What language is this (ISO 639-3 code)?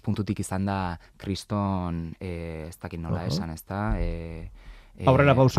eus